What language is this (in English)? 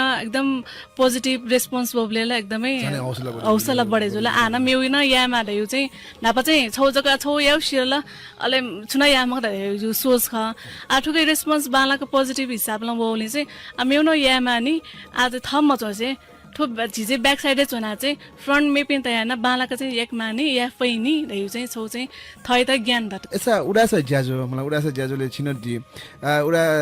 Newari